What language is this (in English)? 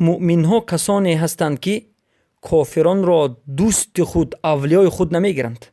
Persian